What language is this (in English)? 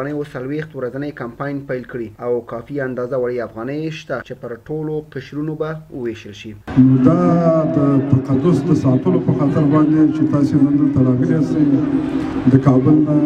Pashto